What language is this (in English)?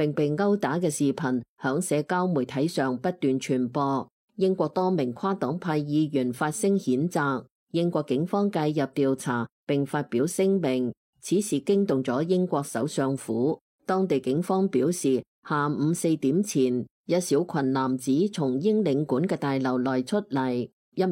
Cantonese